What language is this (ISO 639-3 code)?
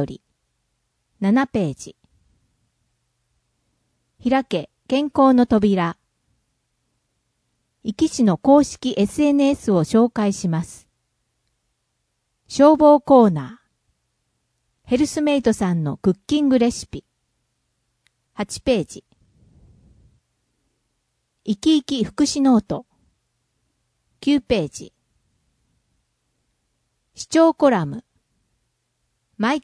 jpn